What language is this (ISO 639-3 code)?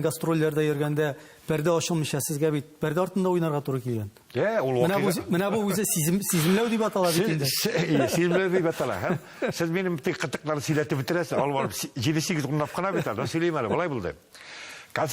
tat